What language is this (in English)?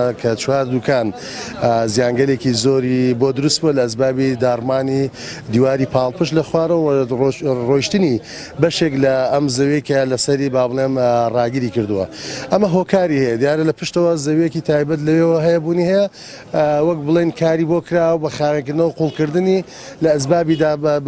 Central Kurdish